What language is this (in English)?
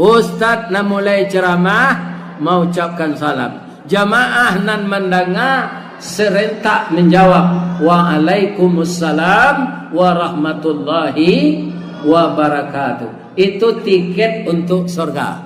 Minangkabau